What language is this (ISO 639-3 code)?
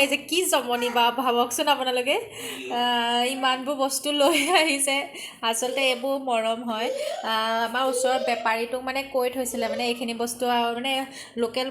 asm